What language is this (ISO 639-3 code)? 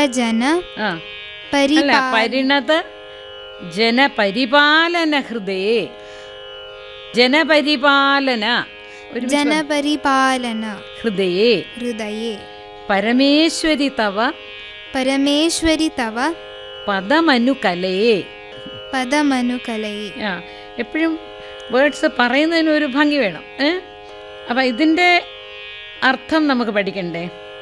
mal